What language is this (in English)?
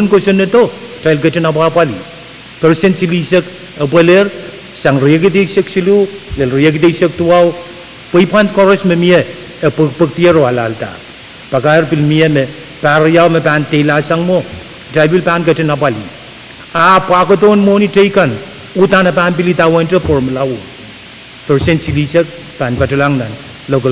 Pohnpeian